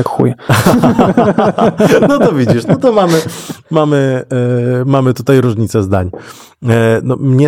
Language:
Polish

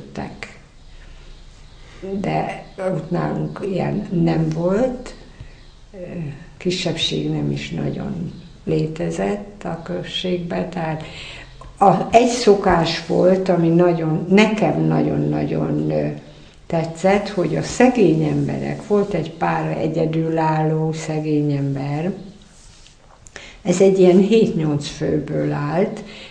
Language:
Hungarian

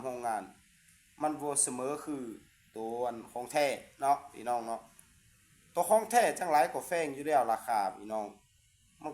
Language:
Lao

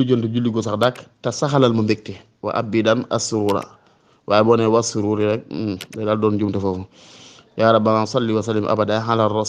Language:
Wolof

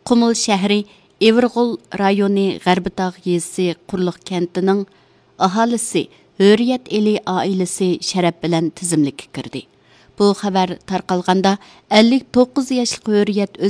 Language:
Uyghur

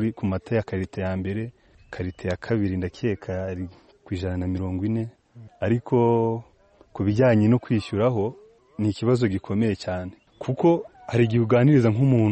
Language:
Kinyarwanda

